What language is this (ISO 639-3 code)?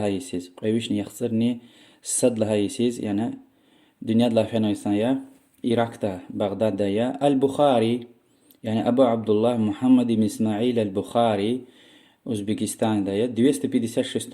lez